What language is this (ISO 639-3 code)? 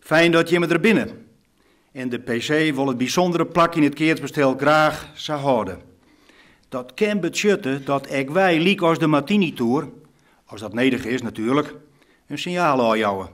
fry